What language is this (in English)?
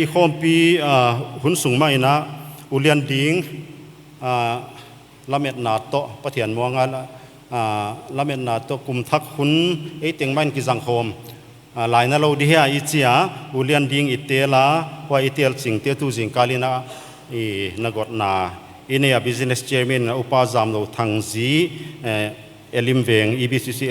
Paite Chin